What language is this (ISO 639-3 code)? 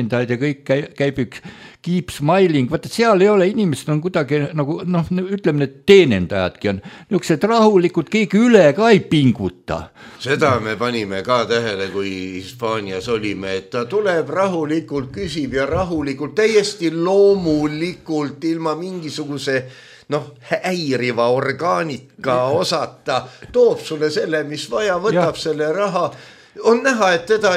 est